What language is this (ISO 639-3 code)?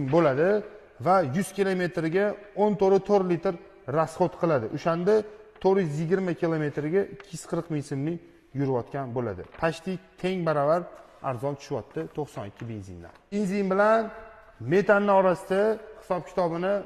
uzb